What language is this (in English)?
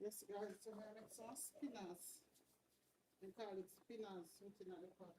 Jamaican Creole English